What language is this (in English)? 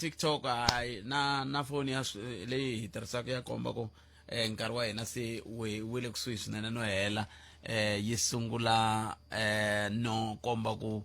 Tsonga